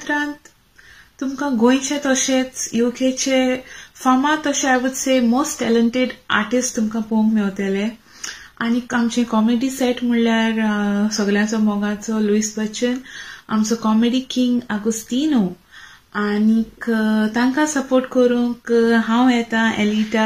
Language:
Konkani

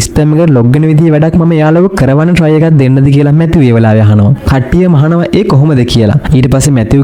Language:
Sinhala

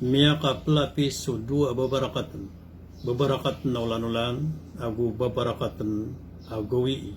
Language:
Maranao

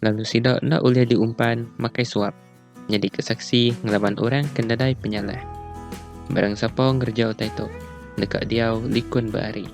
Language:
Iban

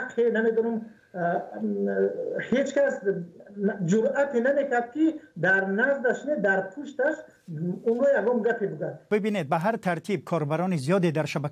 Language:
Tajik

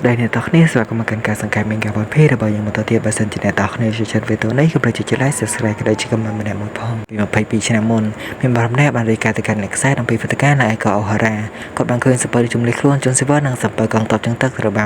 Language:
Khmer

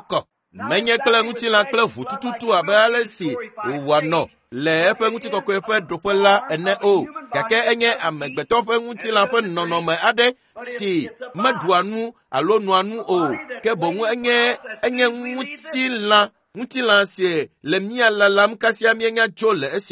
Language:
Ewe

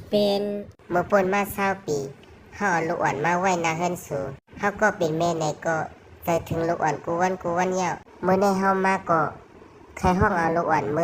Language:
Shan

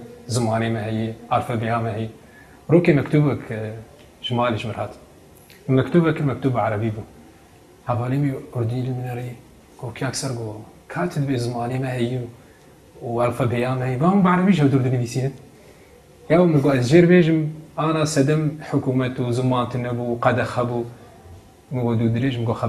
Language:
Kurdish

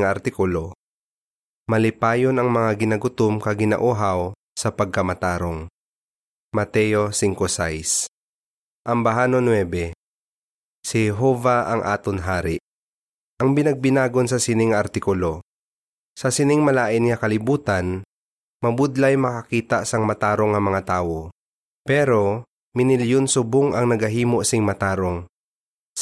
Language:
Hiligaynon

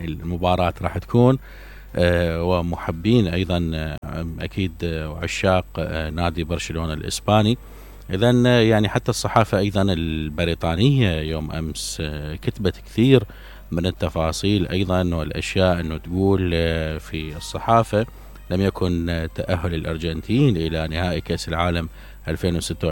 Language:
Mesopotamian Arabic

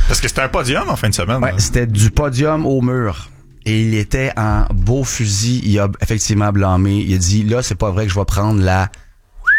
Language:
French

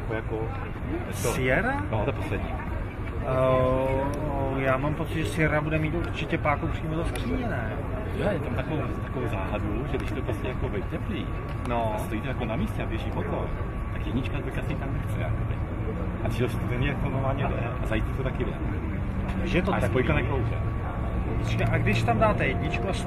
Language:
Czech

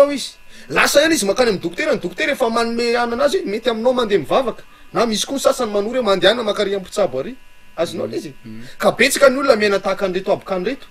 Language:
Malagasy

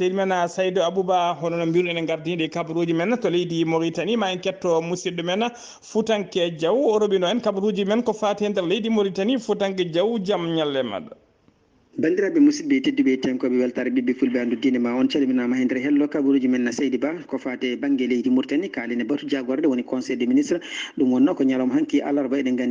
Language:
Fula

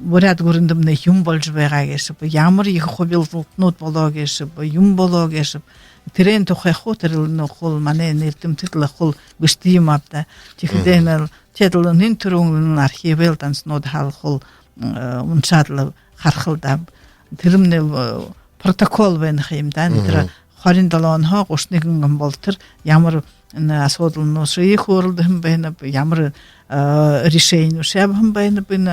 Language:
Buriat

